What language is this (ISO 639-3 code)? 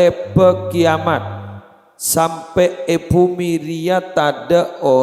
mad